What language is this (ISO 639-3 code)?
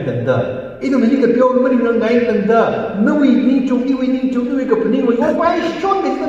nmf